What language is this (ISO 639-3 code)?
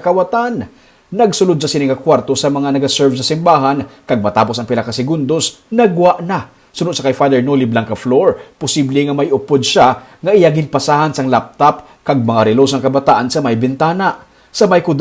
hil